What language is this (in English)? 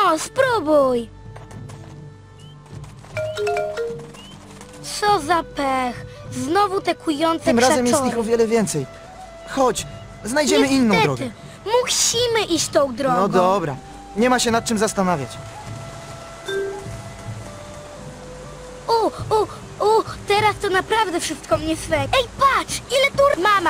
Polish